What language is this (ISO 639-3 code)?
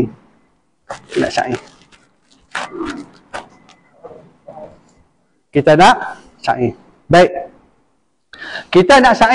msa